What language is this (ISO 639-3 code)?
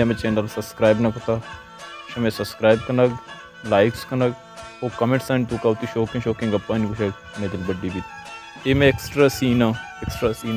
bal